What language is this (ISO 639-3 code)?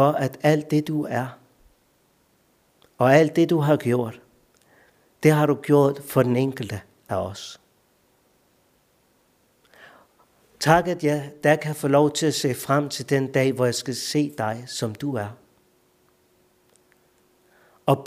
dan